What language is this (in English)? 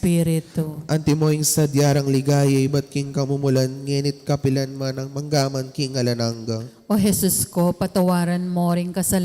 Pampanga